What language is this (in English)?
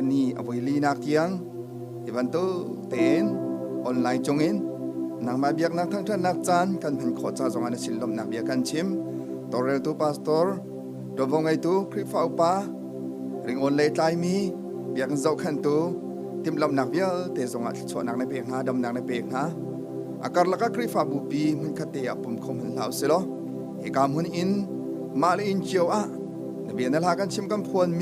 Hakha Chin